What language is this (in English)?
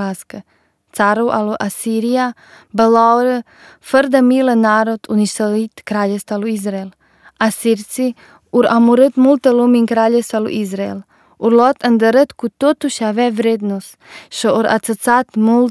Romanian